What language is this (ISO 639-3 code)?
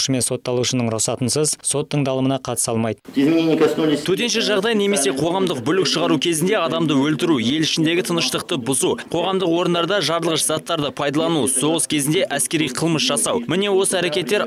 kaz